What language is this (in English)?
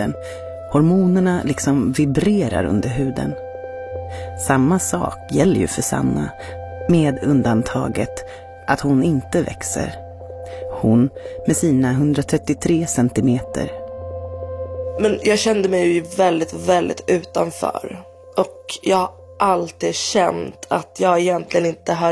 Swedish